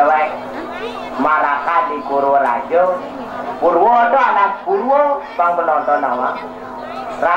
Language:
Balinese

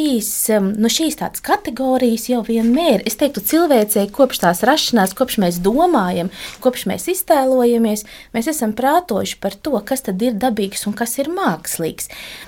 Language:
Latvian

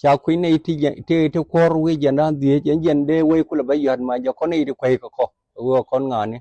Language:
Nuer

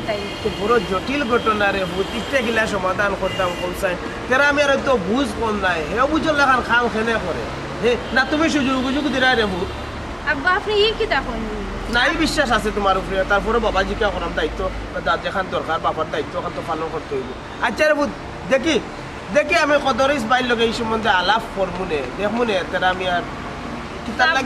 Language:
Sylheti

